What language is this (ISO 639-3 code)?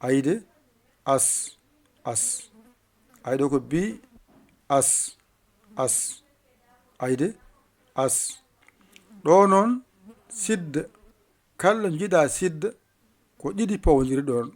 ful